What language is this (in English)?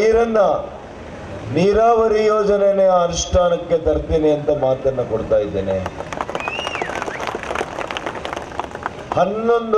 Kannada